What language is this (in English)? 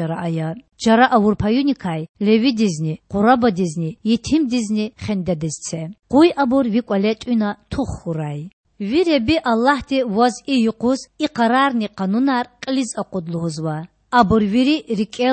Lezghian